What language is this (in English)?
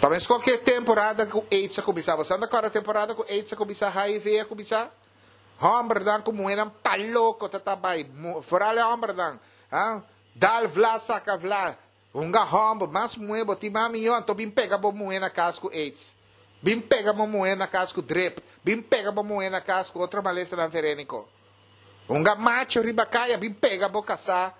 Papiamento